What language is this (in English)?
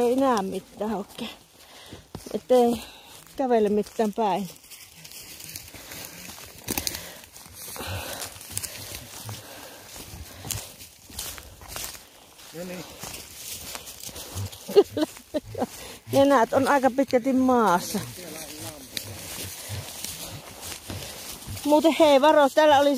Finnish